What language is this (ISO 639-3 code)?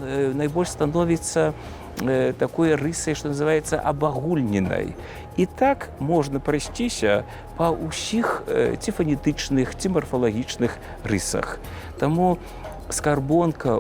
bel